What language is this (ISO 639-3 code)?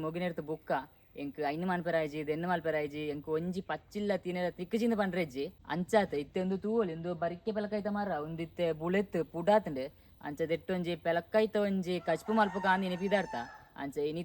tcy